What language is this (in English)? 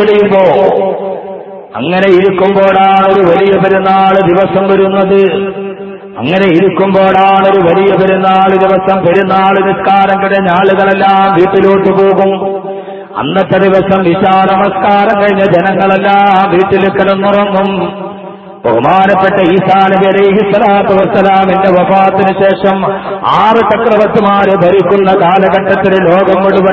Malayalam